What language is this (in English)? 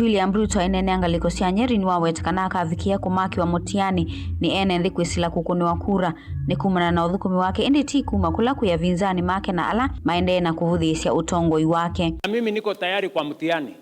Kamba